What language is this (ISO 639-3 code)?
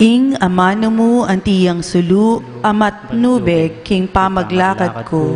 pam